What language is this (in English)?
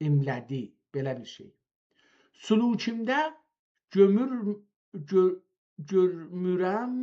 South Azerbaijani